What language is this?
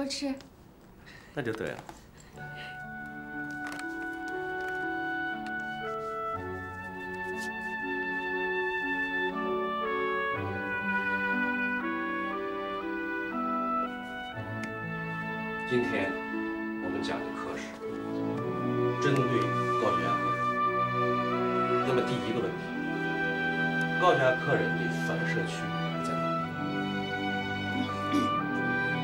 Chinese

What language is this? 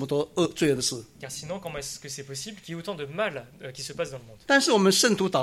Chinese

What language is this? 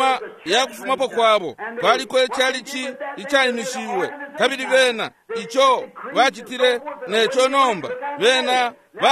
Bemba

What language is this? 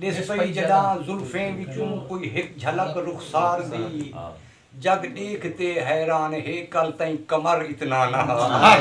Saraiki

